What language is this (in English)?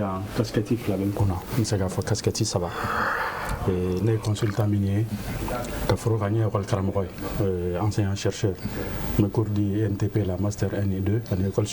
Bambara